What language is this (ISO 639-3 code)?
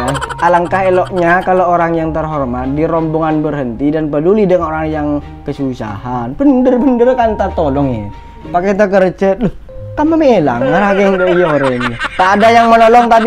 mad